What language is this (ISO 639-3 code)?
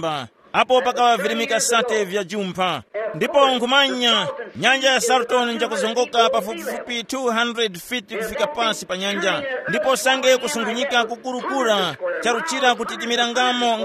tum